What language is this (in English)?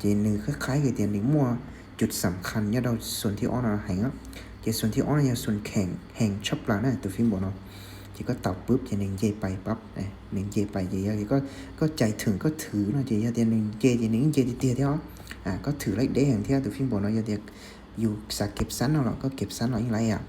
Hmong